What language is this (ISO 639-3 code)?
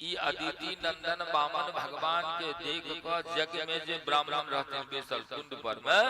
mai